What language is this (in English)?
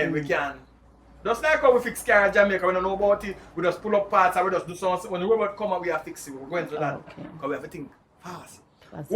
Jamaican Creole English